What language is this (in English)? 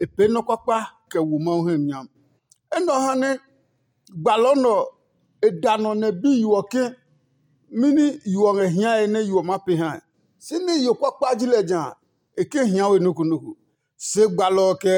Adangme